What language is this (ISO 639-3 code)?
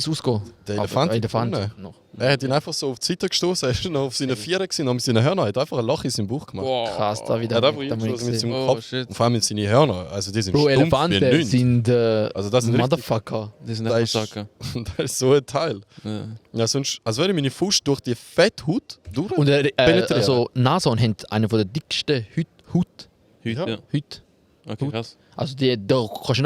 gsw